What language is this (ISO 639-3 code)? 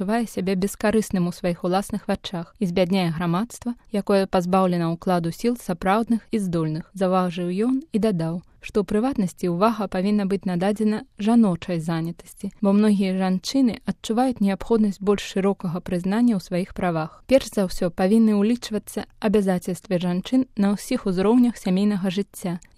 bel